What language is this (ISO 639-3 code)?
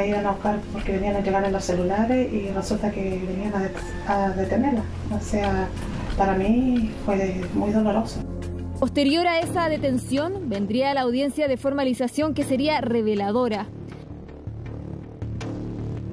spa